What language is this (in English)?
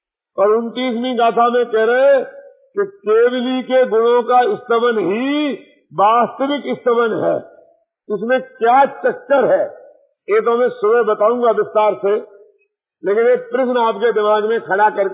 Hindi